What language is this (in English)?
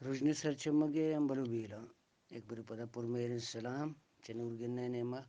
Eastern Balochi